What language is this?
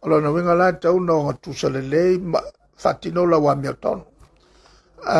Samoan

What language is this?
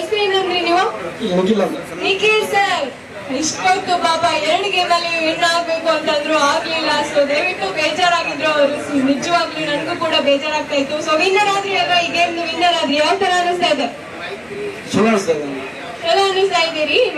Kannada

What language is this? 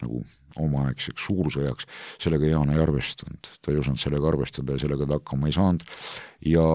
Estonian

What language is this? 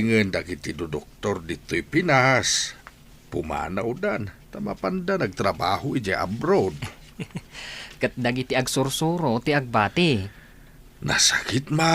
Iloko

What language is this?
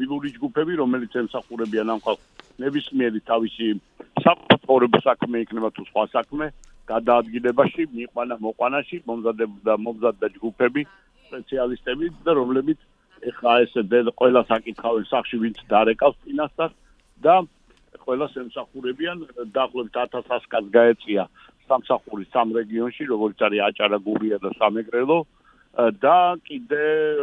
Georgian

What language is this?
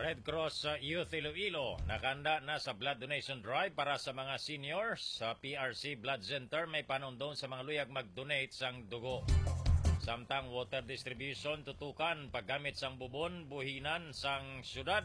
Hiligaynon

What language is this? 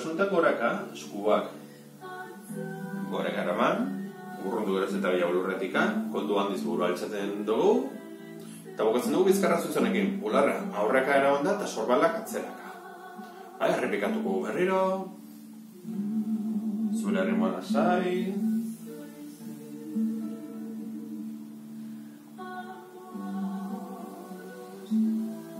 Basque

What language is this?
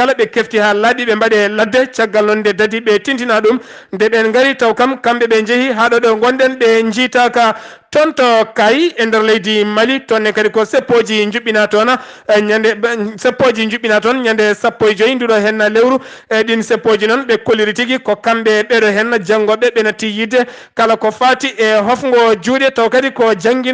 Fula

